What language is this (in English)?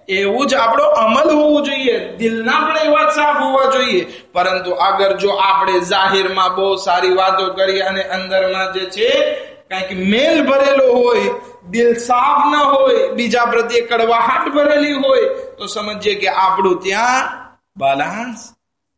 Gujarati